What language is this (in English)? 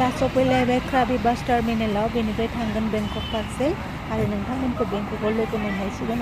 Bodo